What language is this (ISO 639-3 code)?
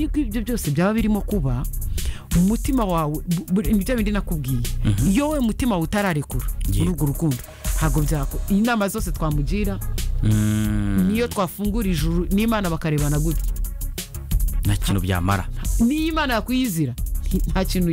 kin